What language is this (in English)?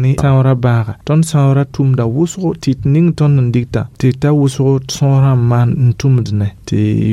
Mossi